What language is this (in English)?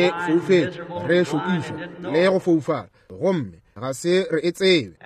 Northern Sotho